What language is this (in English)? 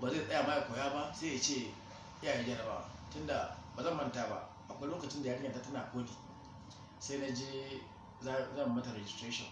Hausa